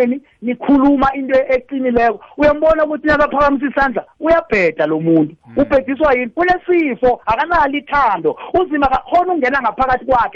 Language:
South Ndebele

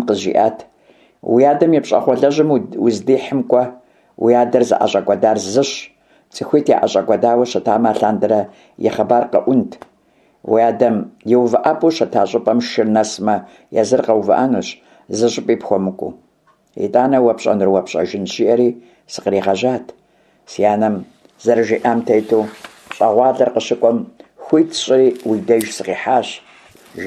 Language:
Kabardian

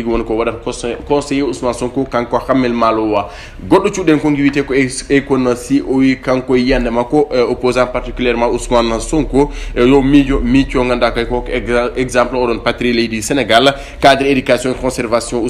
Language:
Fula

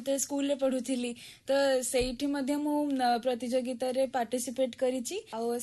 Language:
Odia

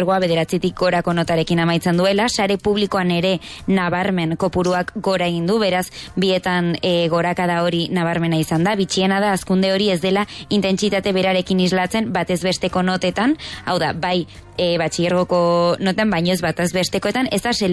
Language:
Basque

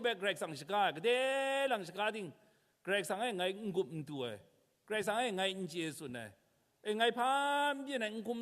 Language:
Kachin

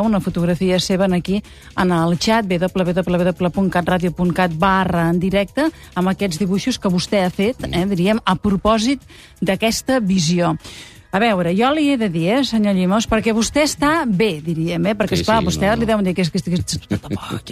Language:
Catalan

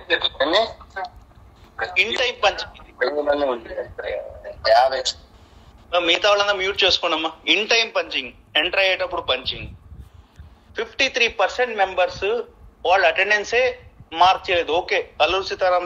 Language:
Telugu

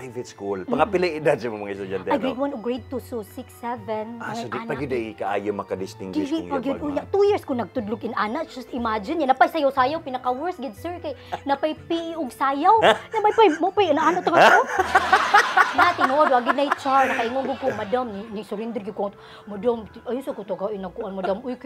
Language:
Cebuano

